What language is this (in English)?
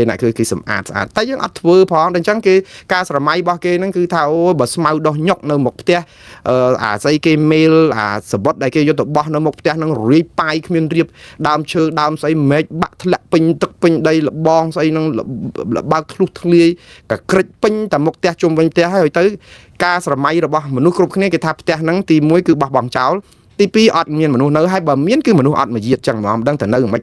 Khmer